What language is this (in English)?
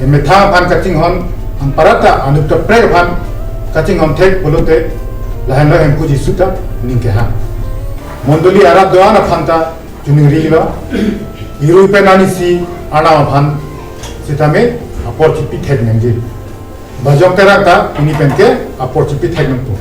Karbi